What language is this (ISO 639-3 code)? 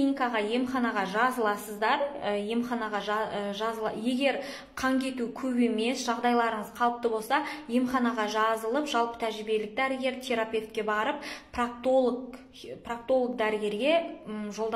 kaz